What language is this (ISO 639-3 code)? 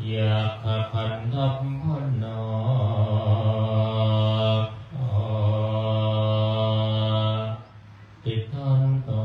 pli